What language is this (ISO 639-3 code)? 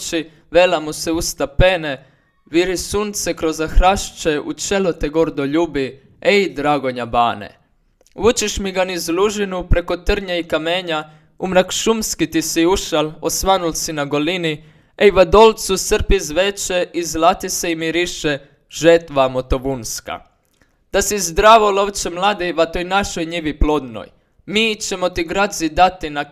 slv